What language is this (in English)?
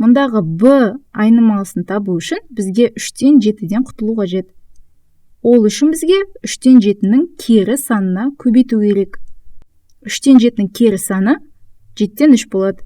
Kazakh